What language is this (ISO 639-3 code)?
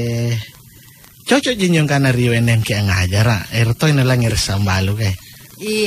mak